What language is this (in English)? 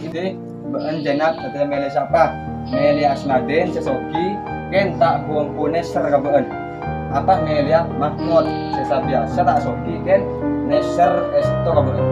Madurese